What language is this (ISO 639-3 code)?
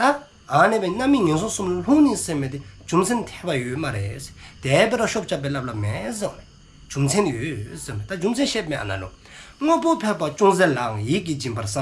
dzo